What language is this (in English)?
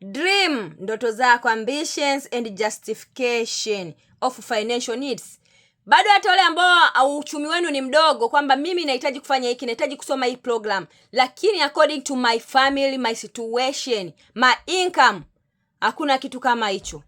Swahili